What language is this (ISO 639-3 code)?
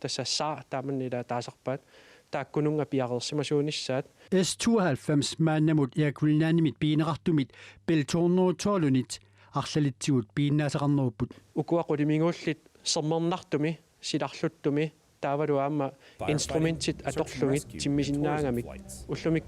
kal